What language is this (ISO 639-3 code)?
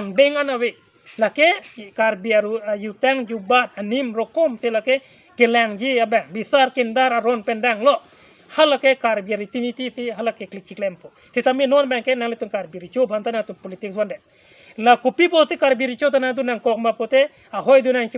mjw